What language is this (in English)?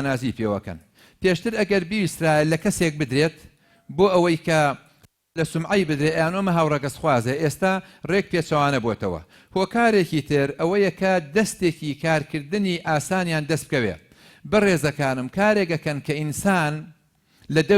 Central Kurdish